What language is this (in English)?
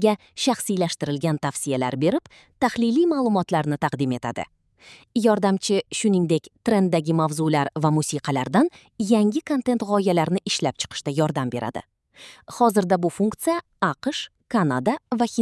Uzbek